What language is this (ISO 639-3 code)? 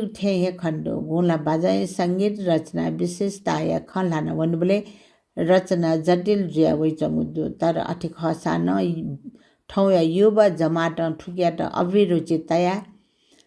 new